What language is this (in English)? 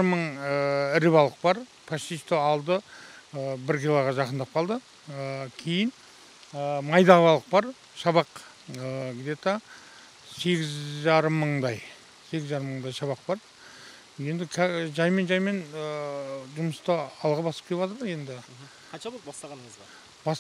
Kazakh